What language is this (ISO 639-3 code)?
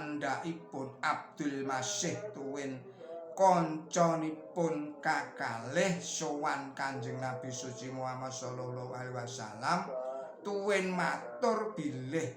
jav